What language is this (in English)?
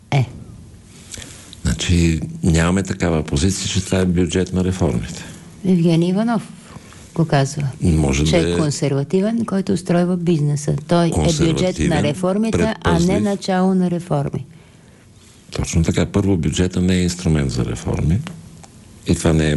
Bulgarian